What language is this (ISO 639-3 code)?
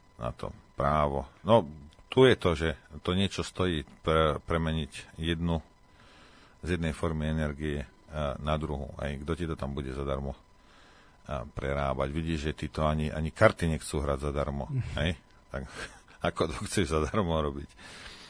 slk